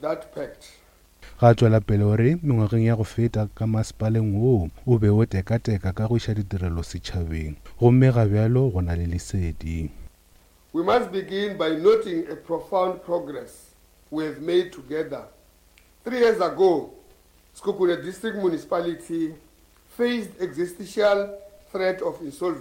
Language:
Northern Sotho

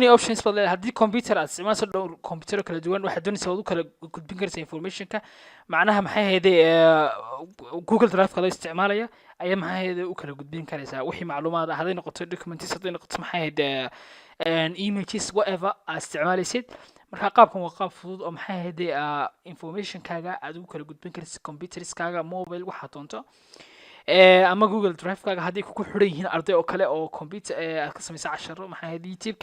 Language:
Somali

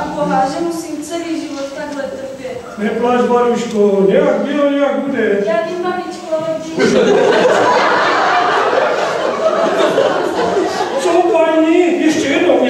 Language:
Czech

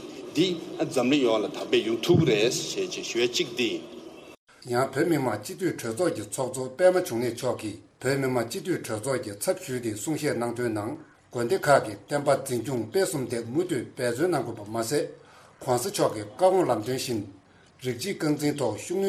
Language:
Tibetan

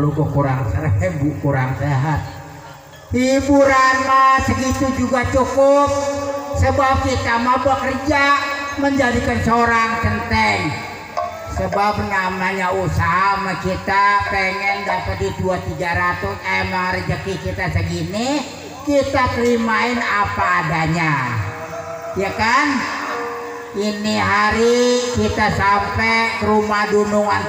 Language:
Betawi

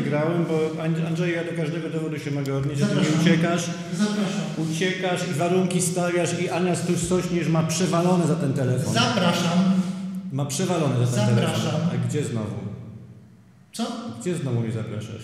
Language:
Polish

